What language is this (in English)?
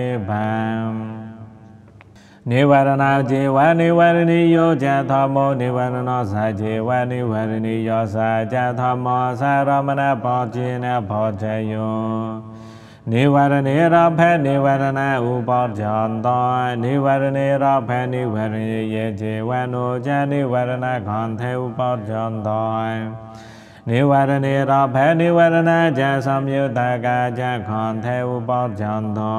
Pali